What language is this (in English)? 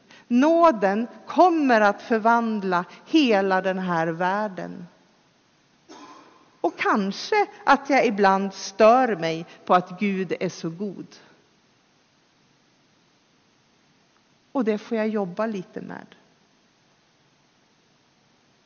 Swedish